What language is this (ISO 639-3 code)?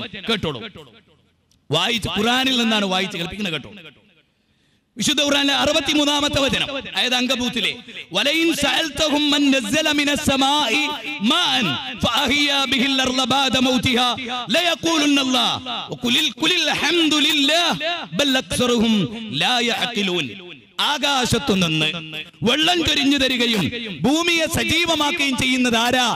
mal